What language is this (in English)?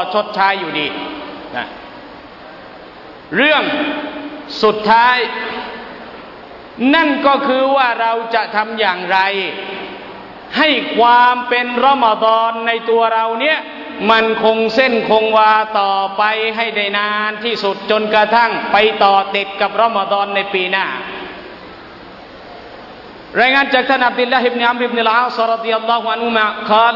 Thai